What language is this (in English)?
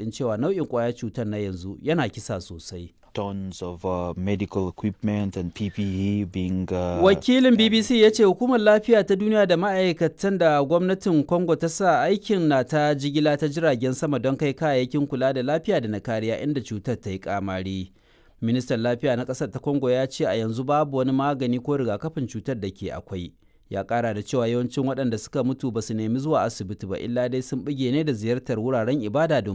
Hausa